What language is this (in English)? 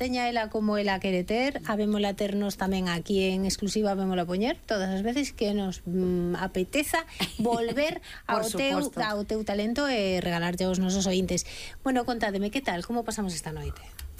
Galician